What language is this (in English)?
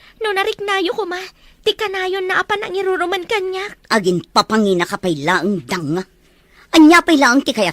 Iloko